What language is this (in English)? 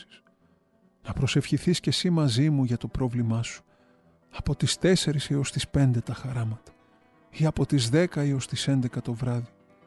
Greek